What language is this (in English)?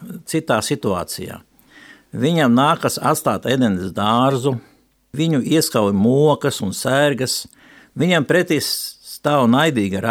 Latvian